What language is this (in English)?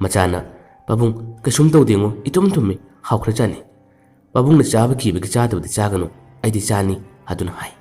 Manipuri